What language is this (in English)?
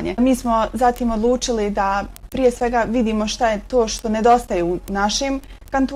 Bosnian